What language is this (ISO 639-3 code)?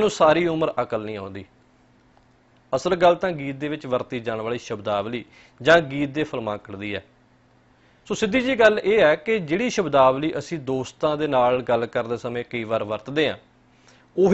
pan